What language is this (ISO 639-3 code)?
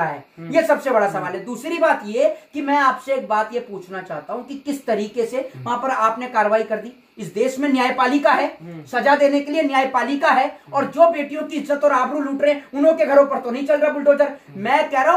hin